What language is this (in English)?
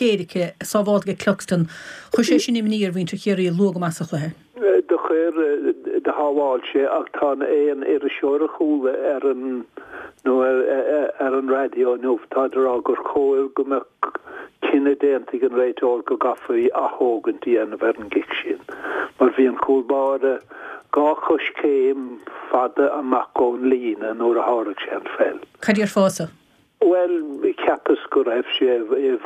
Irish